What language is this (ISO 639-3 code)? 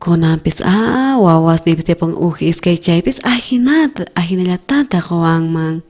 quh